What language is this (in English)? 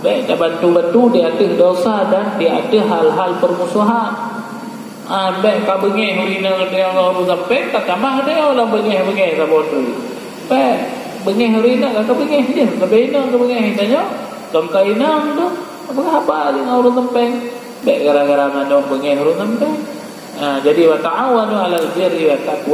Achinese